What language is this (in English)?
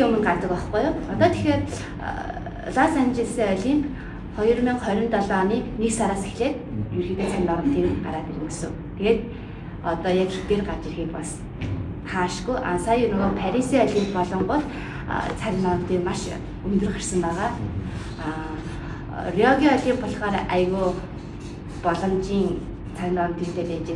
Mongolian